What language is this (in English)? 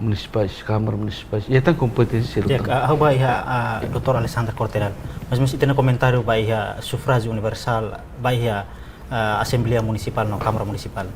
Tetum